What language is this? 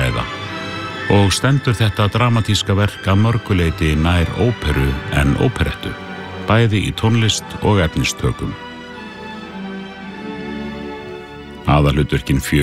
Icelandic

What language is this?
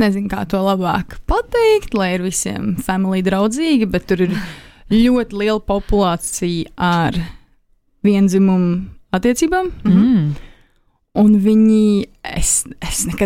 Latvian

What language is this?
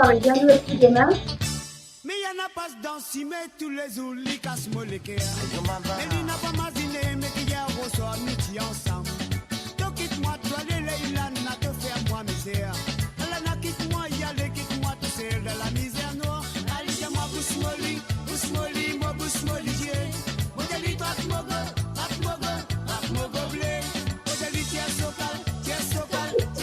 Morisyen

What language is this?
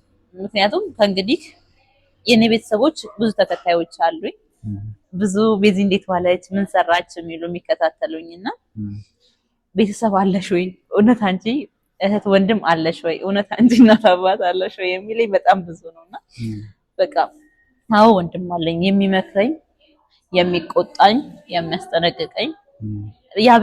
Amharic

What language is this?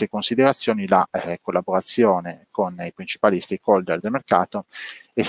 Italian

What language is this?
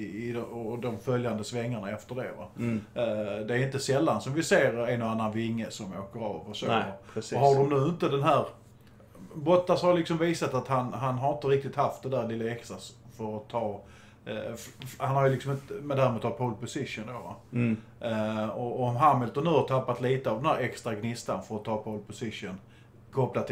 Swedish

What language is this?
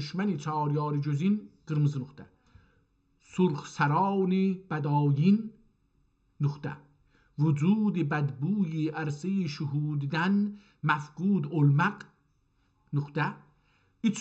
South Azerbaijani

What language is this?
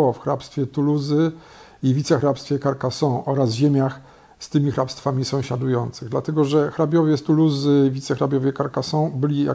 Polish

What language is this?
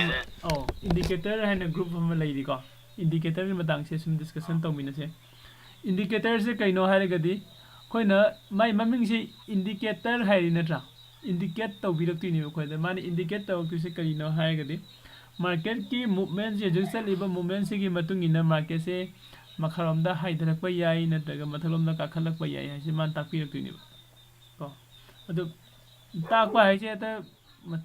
Manipuri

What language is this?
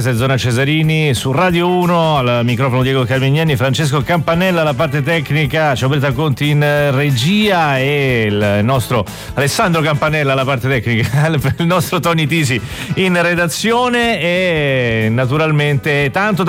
Italian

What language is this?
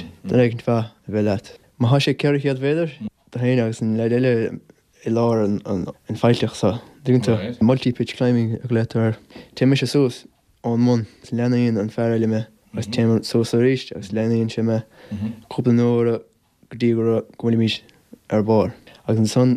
Irish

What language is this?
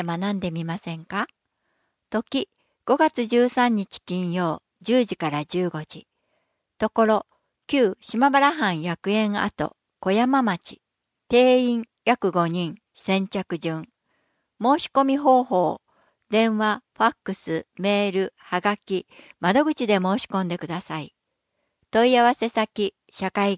Japanese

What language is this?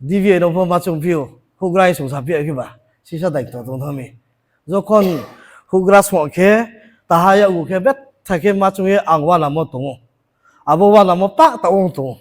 Riang (India)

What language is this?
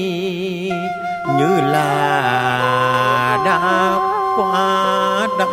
Vietnamese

